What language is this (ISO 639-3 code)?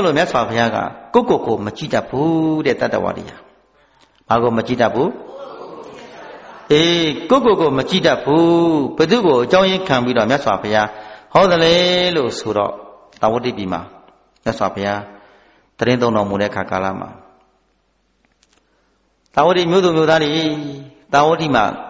mya